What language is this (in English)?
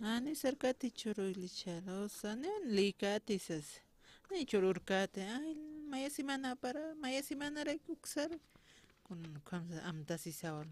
Aymara